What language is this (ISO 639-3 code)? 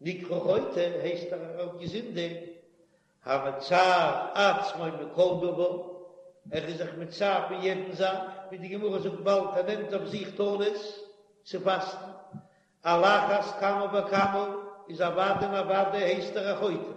yid